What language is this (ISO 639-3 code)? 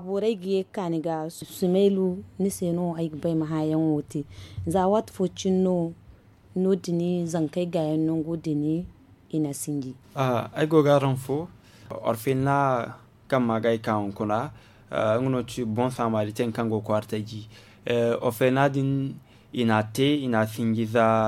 dje